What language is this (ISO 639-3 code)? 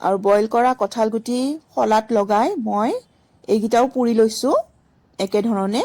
asm